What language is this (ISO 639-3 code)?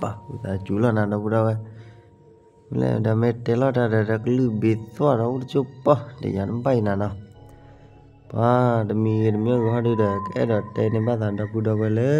ksw